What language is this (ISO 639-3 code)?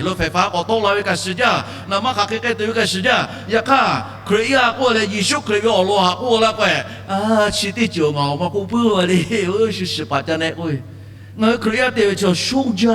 lhu